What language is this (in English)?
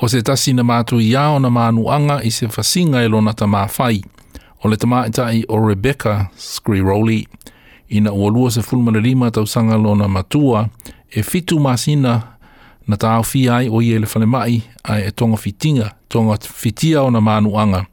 Samoan